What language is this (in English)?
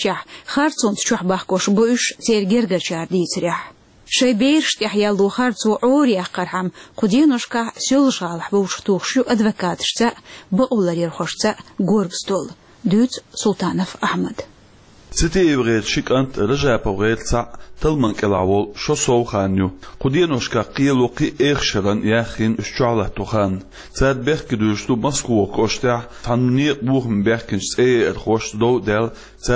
Chechen